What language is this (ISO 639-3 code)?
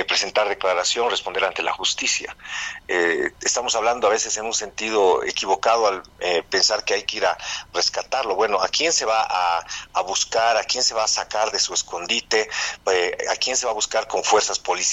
spa